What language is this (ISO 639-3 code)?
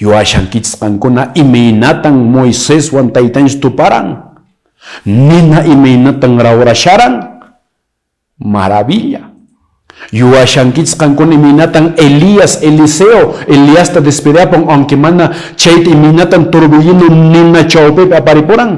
que